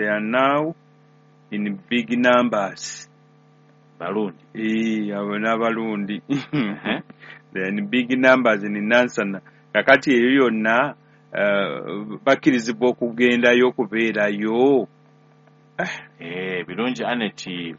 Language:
Ganda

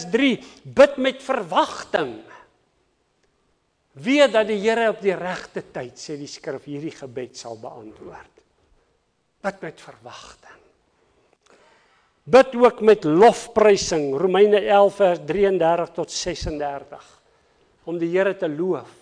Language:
Afrikaans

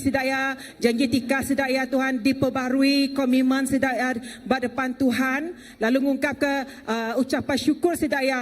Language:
Iban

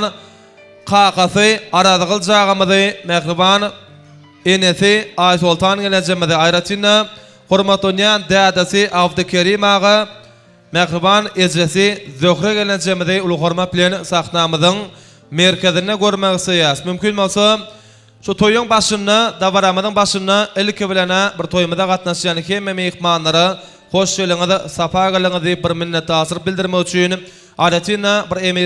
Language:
Turkmen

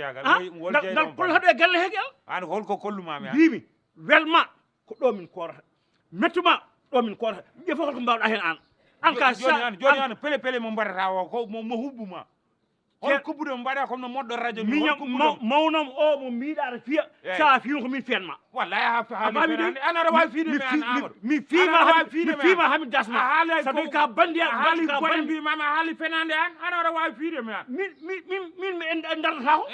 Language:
Fula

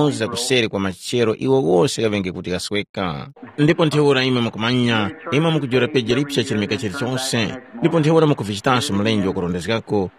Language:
Tumbuka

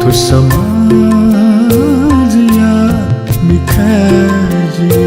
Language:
Newari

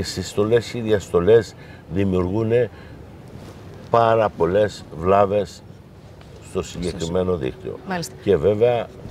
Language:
Greek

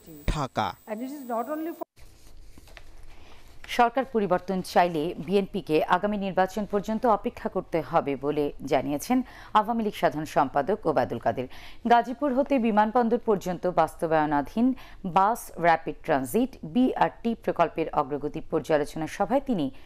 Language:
Bangla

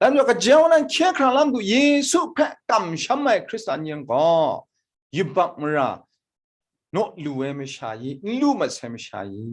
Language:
Kachin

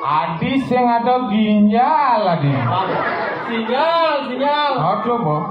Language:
Balinese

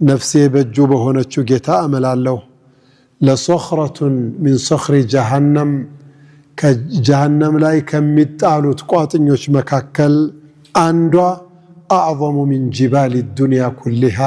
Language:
Amharic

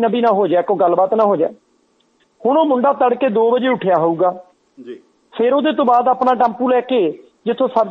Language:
Punjabi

